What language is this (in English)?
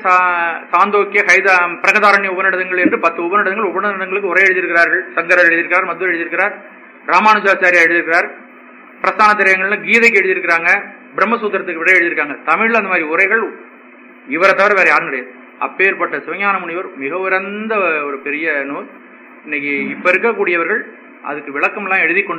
Tamil